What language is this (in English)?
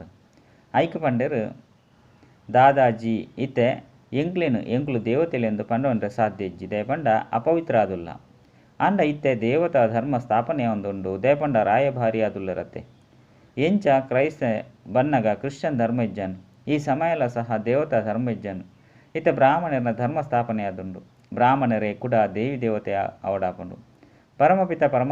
Tulu